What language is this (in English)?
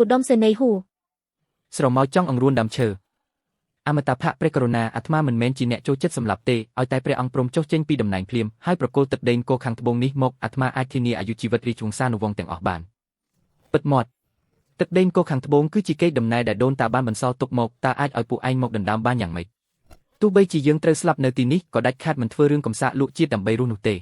Khmer